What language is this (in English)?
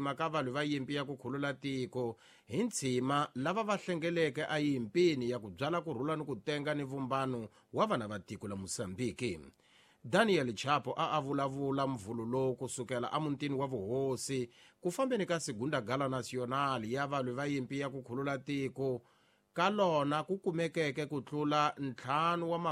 Tsonga